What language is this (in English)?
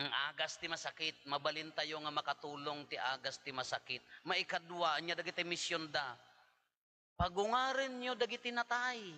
Iloko